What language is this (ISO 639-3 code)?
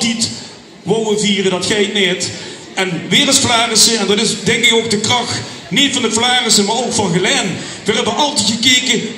lim